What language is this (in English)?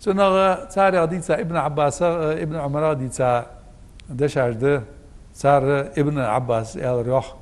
Ingush